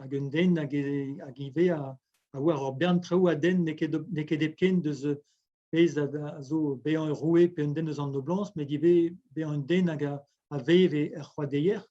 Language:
Breton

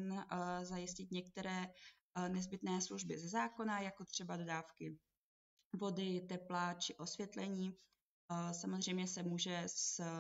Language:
Czech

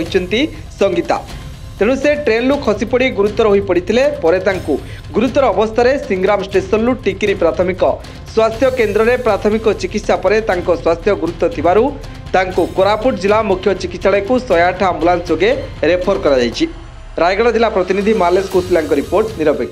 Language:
Odia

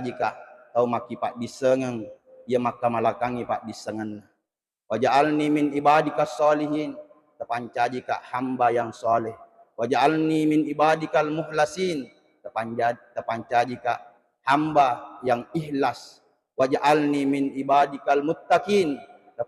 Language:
Buginese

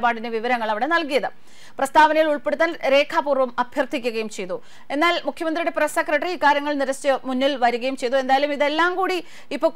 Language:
Malayalam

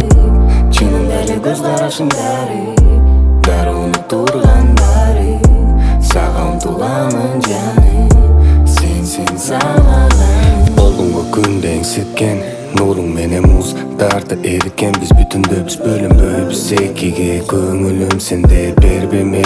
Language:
Kyrgyz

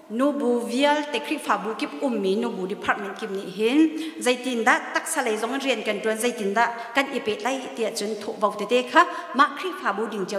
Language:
Hakha Chin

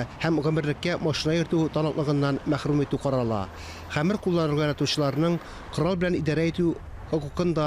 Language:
Tatar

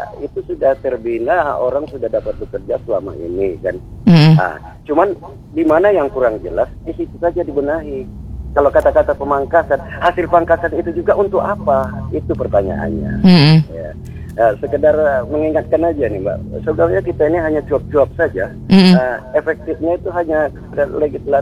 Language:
Indonesian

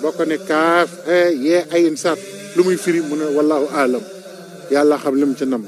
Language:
Wolof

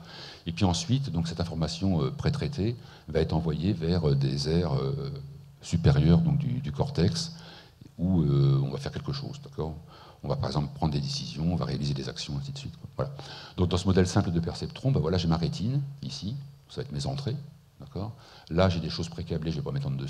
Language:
French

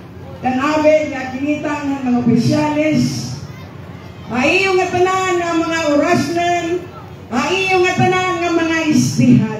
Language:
Waray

